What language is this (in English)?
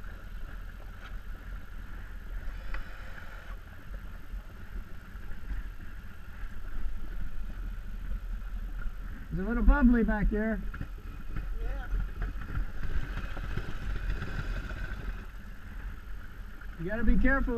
English